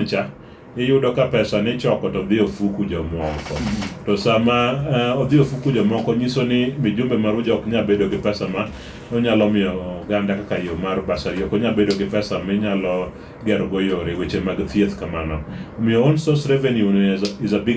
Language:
Luo (Kenya and Tanzania)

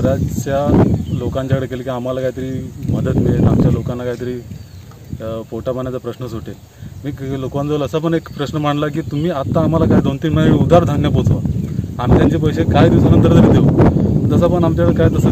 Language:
Marathi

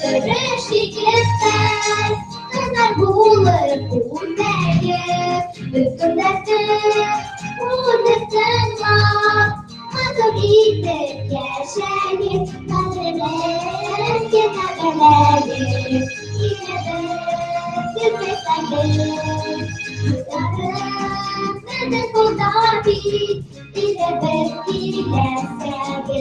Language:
Bashkir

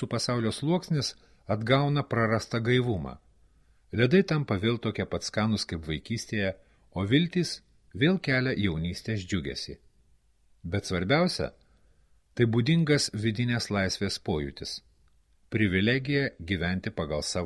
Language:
Lithuanian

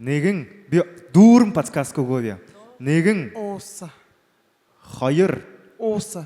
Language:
Buriat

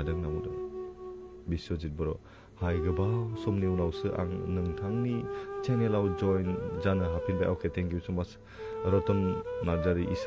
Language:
Bodo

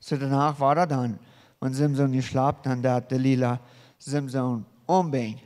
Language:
Plautdietsch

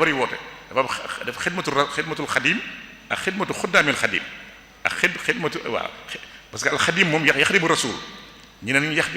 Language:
Wolof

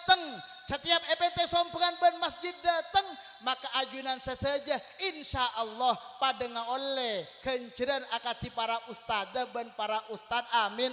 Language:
Madurese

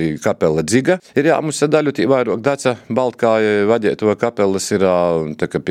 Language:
Latvian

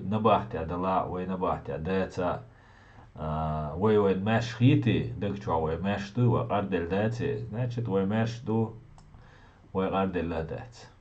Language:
Chechen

